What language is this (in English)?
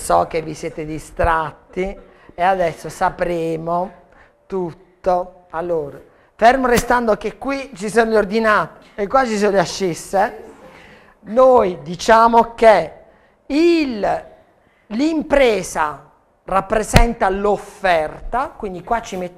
Italian